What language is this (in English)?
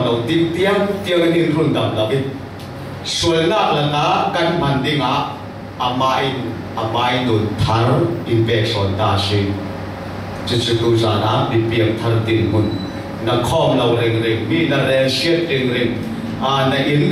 Falam Chin